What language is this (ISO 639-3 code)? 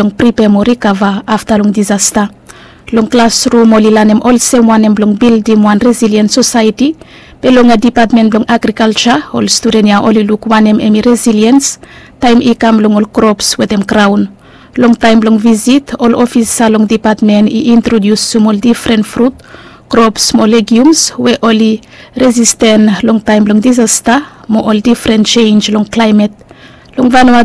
bis